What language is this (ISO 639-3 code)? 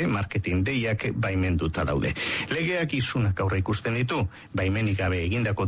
eus